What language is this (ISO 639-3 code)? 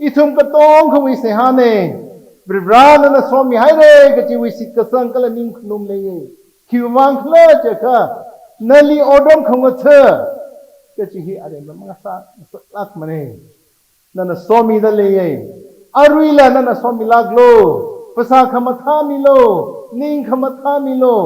nmf